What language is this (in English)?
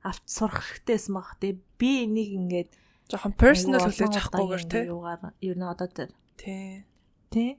Mongolian